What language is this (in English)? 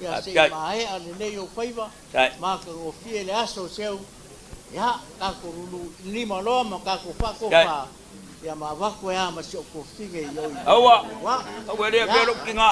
Samoan